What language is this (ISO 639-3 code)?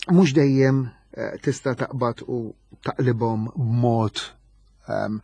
mlt